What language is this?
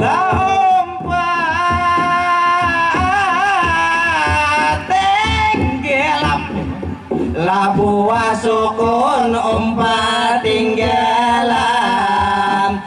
Banjar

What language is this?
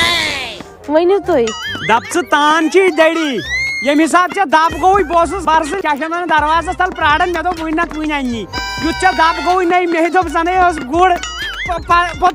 Kashmiri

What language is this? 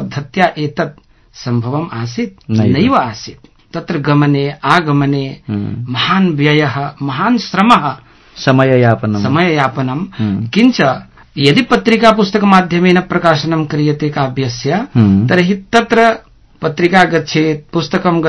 Sanskrit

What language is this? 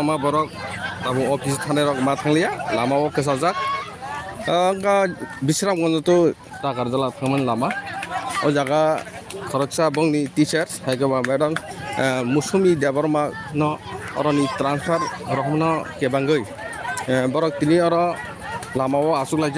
Kok Borok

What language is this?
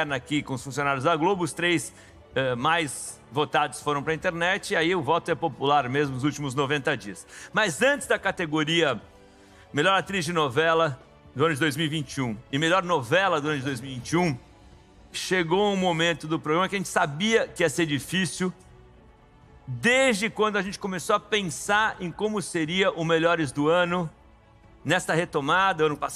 Portuguese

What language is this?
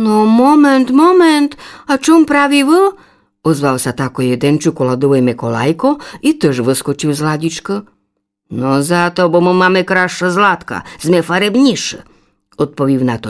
Rusyn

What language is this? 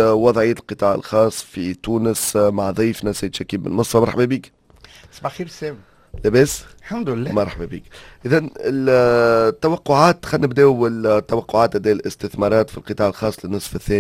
Tunisian Arabic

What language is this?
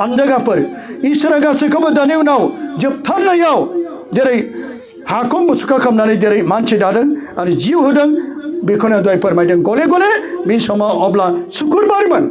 Bodo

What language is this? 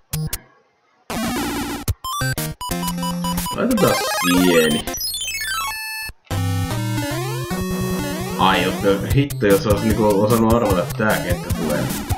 Finnish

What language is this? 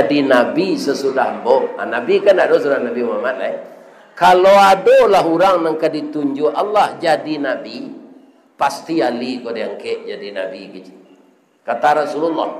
Minangkabau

